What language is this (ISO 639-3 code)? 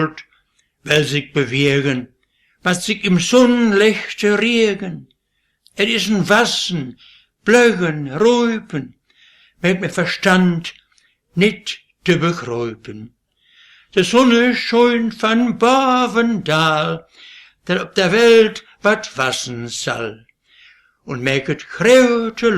wep